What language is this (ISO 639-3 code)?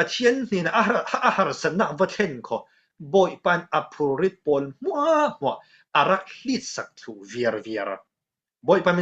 cfm